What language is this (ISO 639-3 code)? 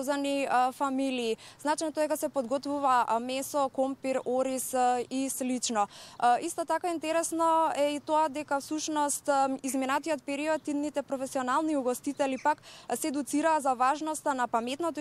mkd